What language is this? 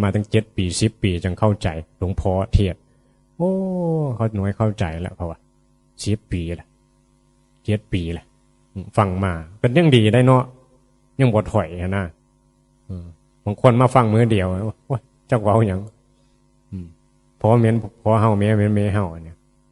Northeastern Thai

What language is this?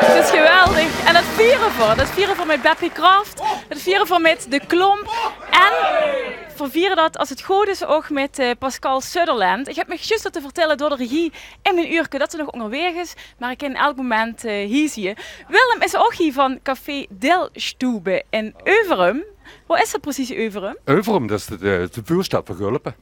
Limburgish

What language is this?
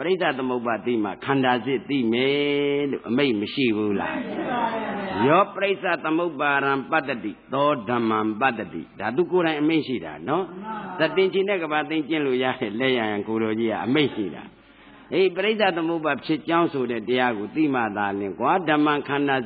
Burmese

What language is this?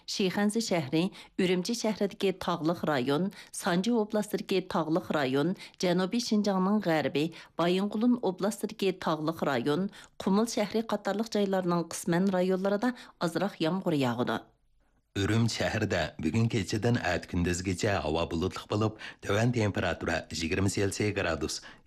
Uyghur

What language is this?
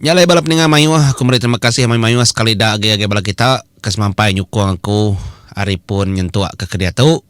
Iban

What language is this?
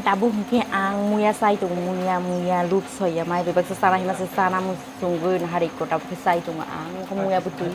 Kok Borok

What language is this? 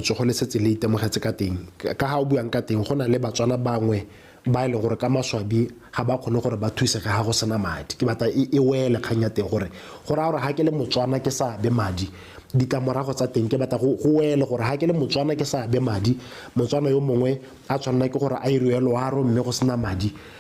Tswana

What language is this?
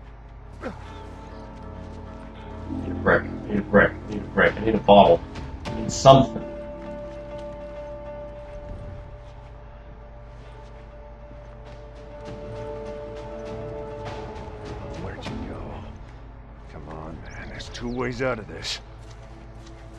English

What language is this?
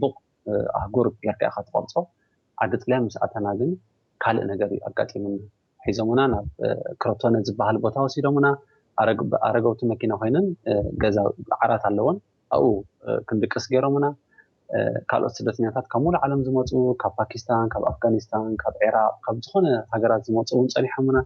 Tigrinya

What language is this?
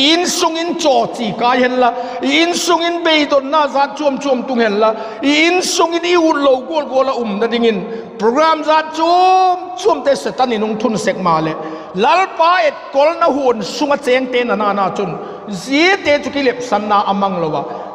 Vaiphei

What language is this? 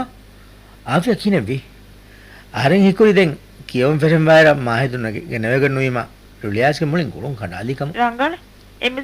Divehi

